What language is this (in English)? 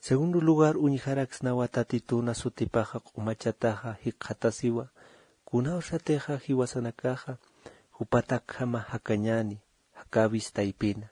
Aymara